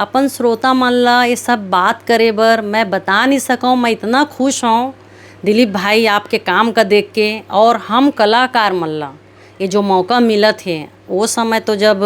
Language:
Chhattisgarhi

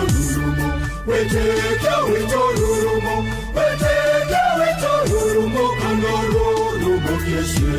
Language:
Kikuyu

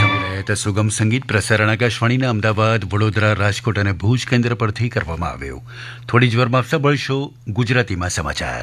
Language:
Gujarati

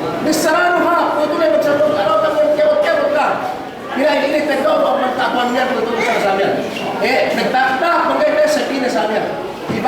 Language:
Yakan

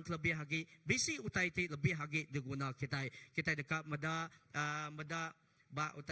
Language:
Iban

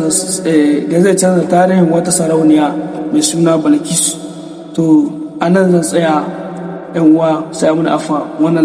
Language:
Hausa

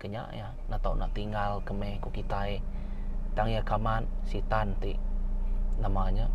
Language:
Iban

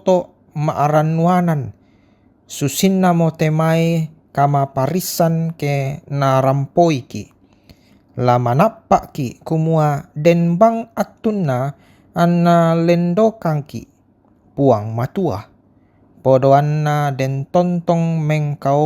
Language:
Toraja-Sa'dan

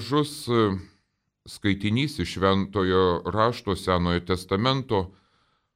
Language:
Lithuanian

